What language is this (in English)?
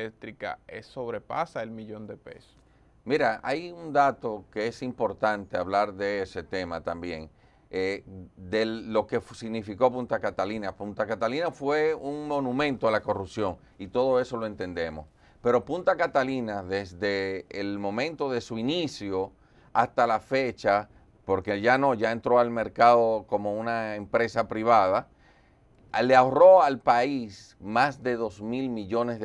Spanish